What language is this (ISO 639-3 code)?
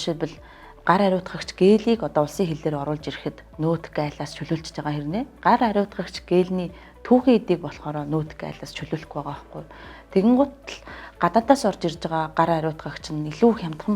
mon